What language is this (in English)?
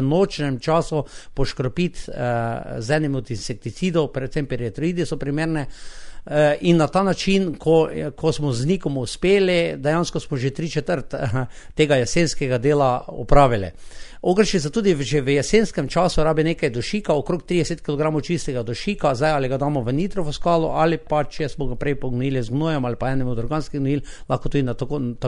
Slovenian